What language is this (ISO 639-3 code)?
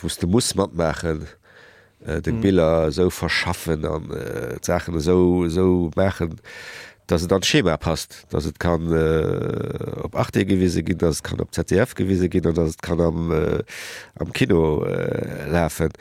ltz